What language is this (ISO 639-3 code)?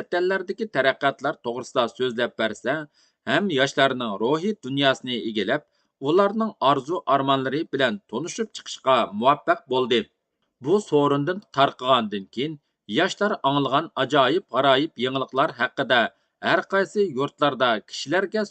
uig